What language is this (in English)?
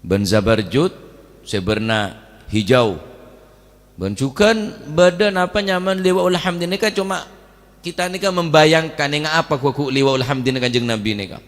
Madurese